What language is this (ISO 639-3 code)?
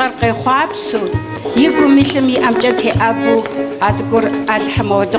kbd